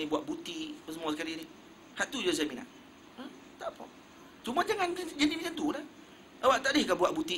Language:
Malay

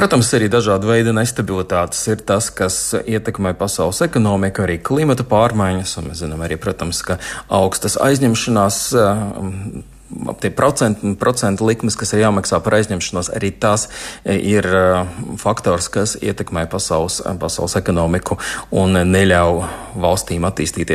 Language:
Latvian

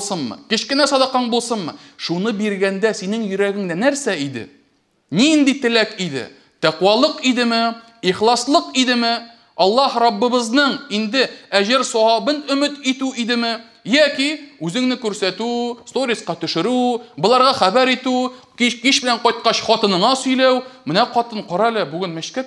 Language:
Tatar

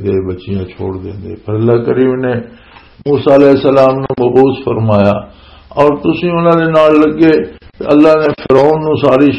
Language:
Western Panjabi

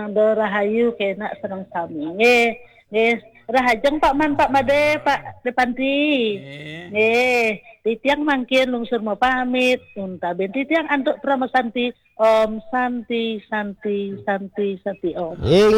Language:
Balinese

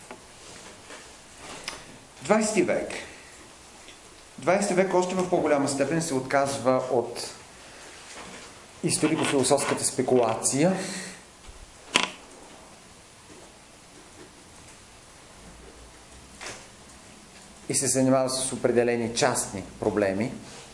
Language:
Bulgarian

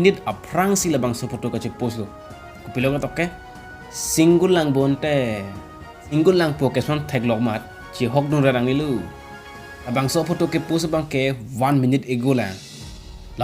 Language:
Karbi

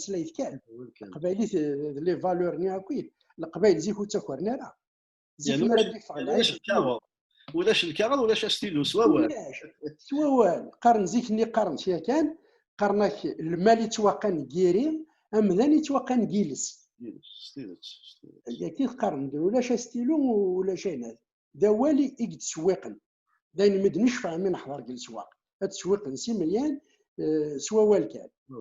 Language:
Kabyle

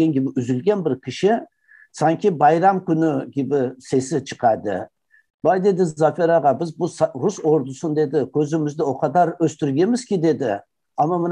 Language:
Crimean Tatar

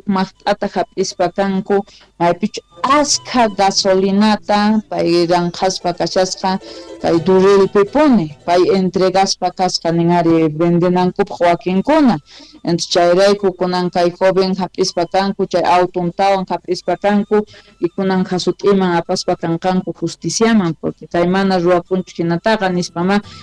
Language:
South Bolivian Quechua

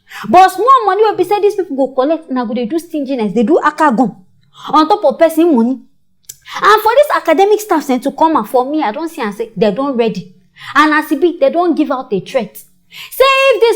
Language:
Nigerian Pidgin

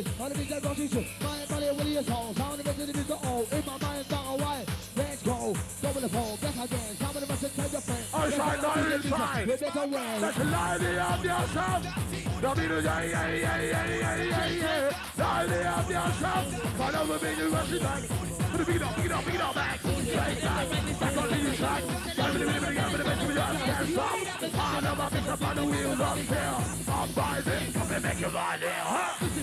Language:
English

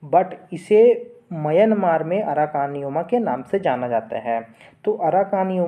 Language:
Hindi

